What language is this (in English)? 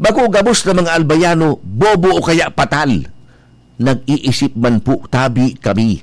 Bikol